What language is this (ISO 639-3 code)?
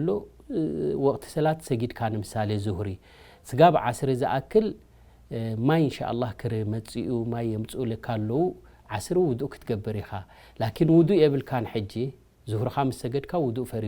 tir